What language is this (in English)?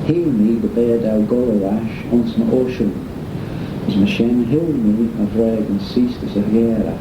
Manx